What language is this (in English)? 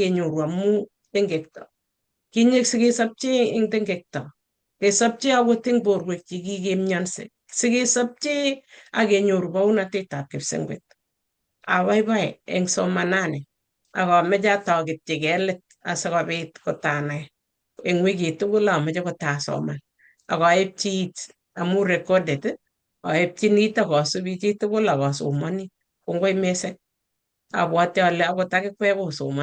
Kalenjin